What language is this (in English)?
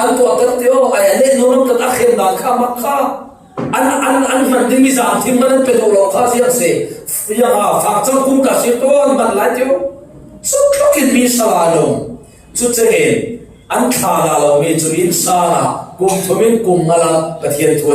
Falam Chin